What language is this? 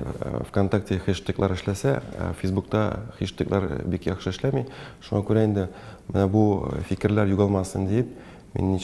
Tatar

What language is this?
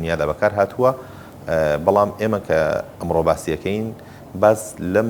Central Kurdish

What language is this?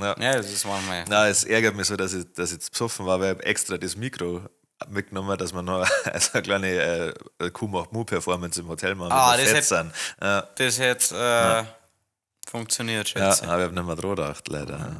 Bavarian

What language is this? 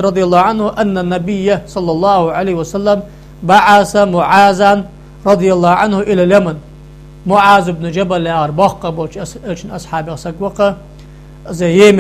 Ingush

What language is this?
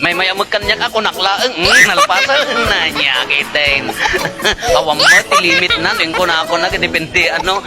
Iloko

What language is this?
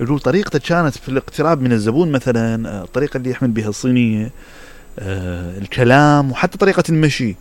Mesopotamian Arabic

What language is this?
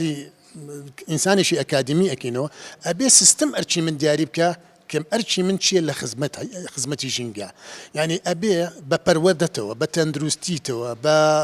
Central Kurdish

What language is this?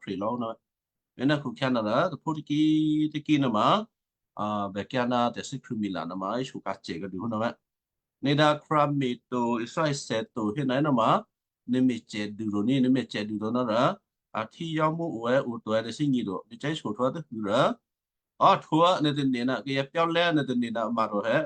Western Kayah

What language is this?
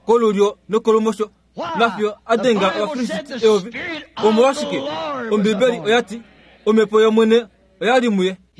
Kuanyama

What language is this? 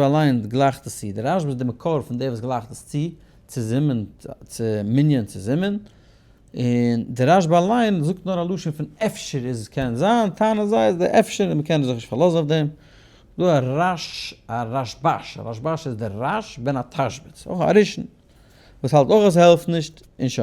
Yiddish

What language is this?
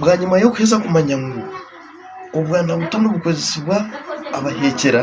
Nyankole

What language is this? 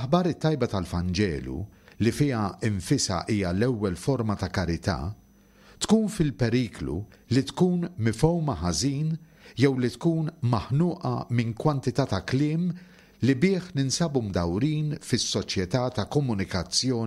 Maltese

